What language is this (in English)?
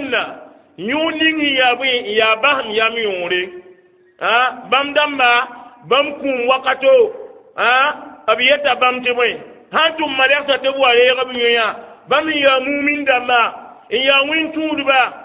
Mossi